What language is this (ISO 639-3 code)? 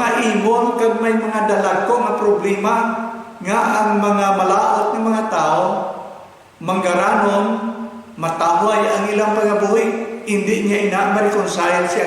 hil